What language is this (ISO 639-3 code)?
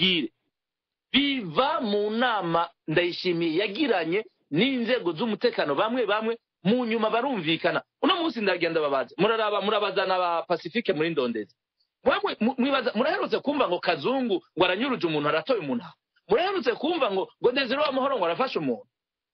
run